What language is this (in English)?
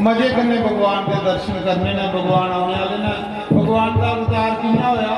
Dogri